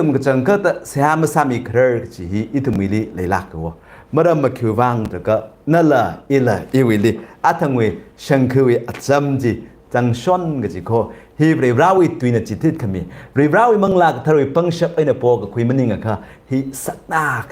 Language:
Tangkhul Naga (India)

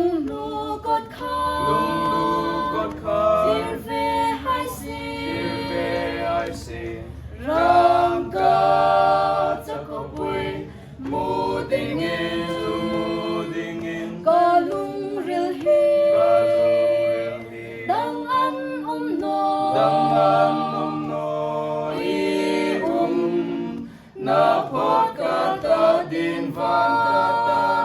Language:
Hmar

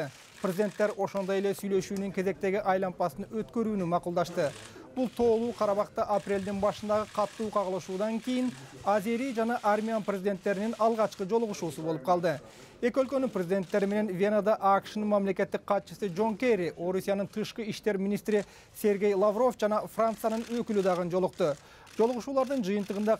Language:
Kyrgyz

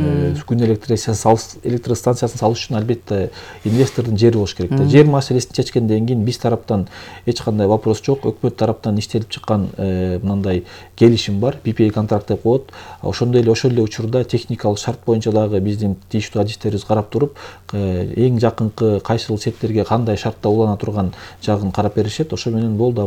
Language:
Kyrgyz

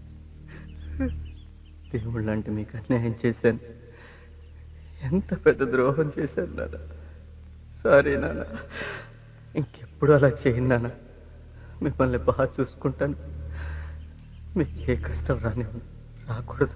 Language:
Telugu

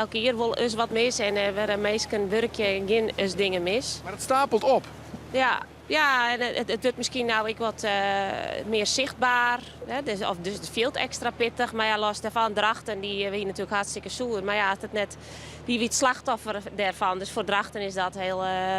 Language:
Western Frisian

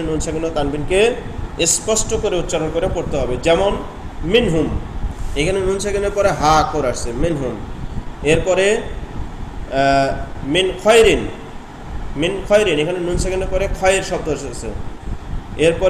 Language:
Bangla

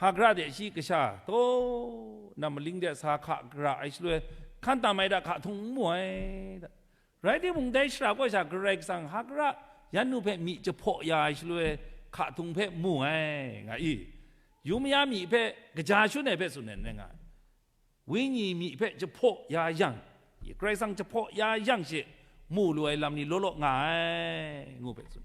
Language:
Kachin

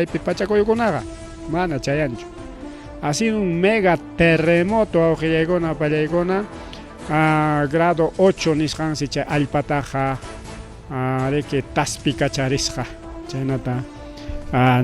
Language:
Ayacucho Quechua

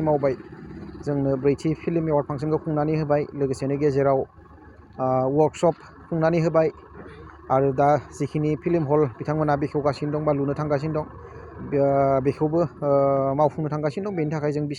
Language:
Bodo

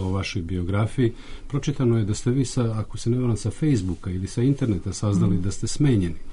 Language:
Serbian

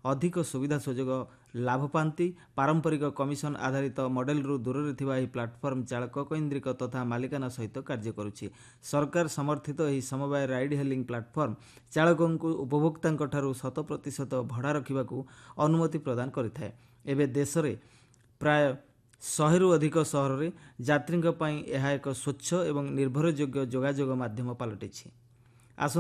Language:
Odia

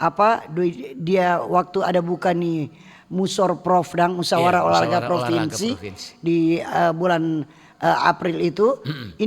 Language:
Manado Malay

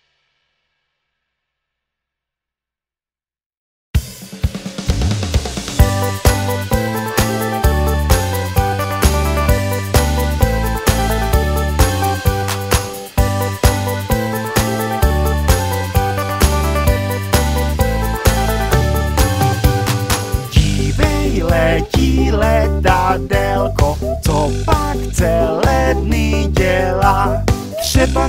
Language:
Czech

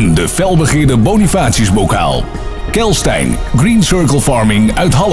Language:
Western Frisian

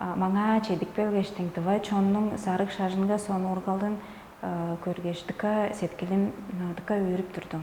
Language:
Tuvinian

